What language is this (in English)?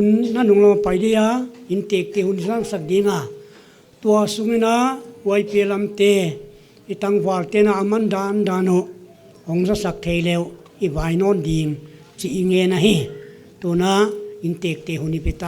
Paite Chin